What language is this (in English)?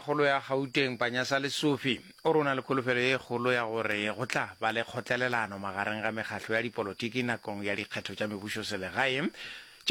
Northern Sotho